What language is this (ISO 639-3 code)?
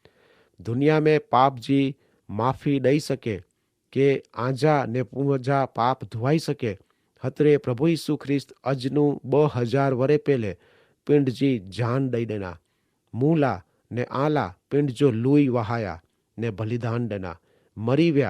kfr